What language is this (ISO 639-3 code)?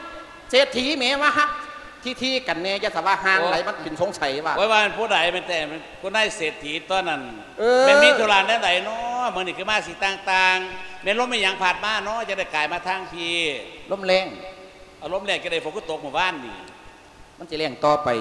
lao